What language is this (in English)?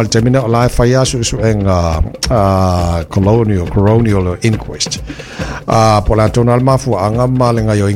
Samoan